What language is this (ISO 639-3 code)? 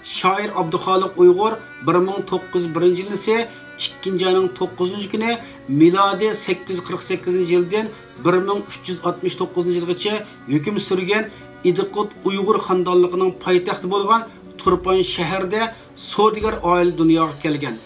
uig